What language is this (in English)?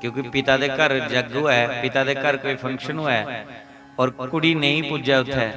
Dogri